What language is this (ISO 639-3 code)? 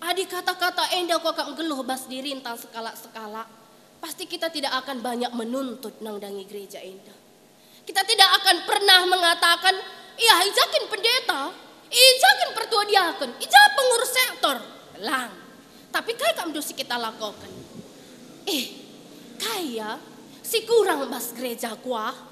btx